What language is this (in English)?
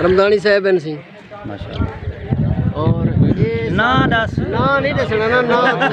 Saraiki